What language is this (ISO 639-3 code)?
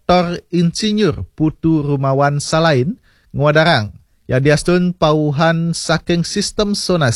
ban